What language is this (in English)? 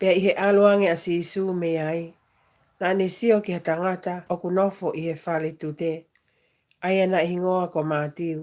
Tongan